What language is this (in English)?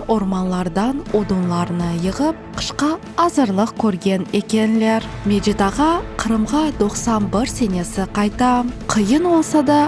Crimean Tatar